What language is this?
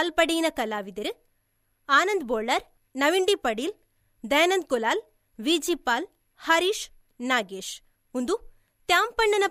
Tulu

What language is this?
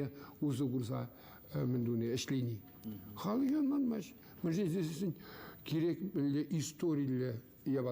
Chuvash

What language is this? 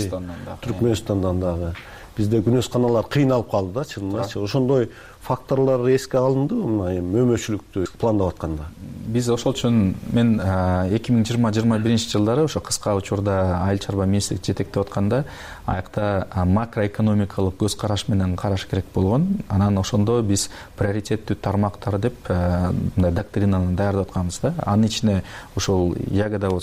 Kyrgyz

